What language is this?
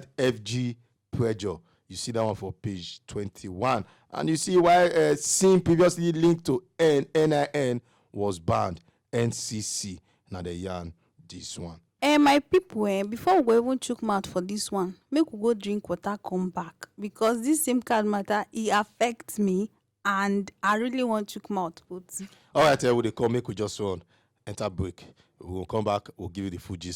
Nigerian Pidgin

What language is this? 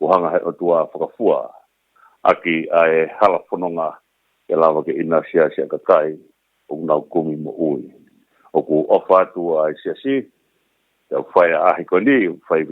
Tongan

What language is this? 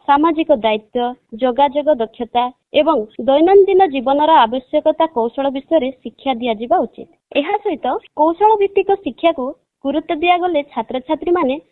Odia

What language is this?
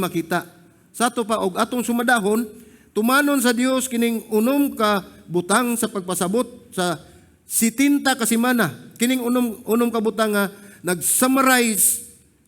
Cebuano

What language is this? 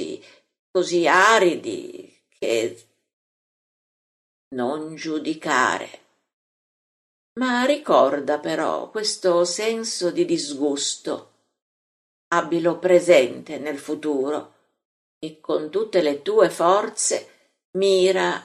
Italian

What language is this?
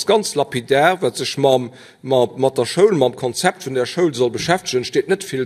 Luxembourgish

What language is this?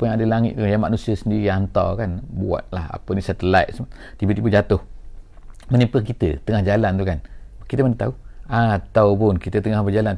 Malay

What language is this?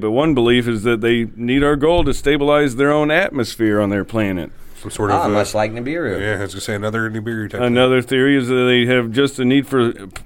English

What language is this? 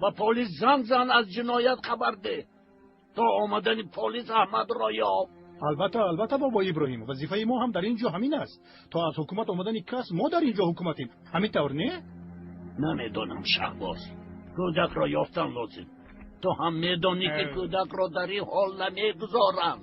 Tajik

